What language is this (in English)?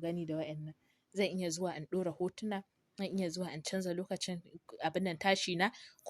Hausa